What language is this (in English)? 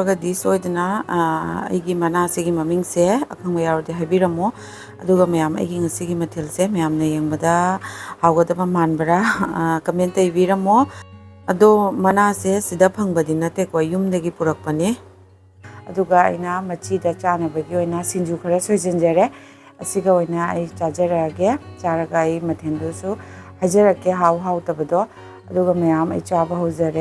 Manipuri